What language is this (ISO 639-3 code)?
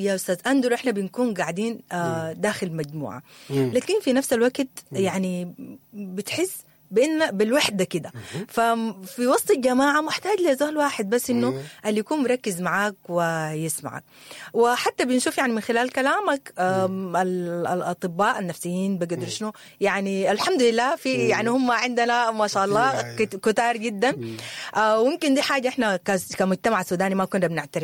apd